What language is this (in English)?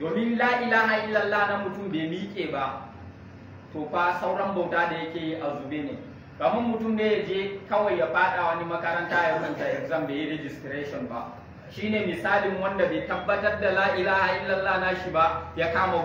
Hausa